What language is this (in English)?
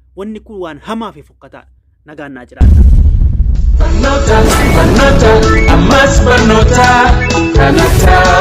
Oromo